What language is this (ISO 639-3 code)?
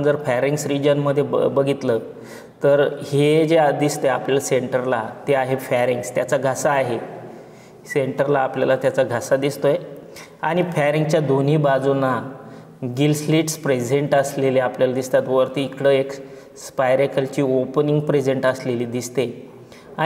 mar